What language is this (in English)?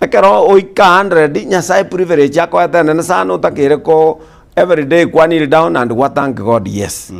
Gusii